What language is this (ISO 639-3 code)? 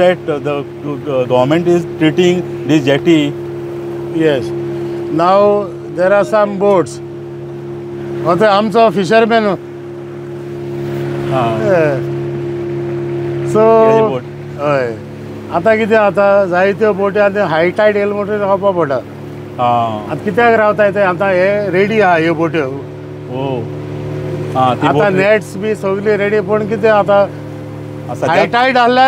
kok